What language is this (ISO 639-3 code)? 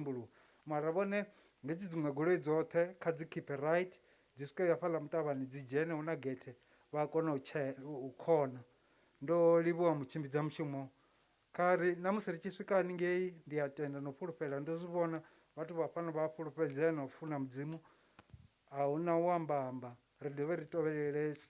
ven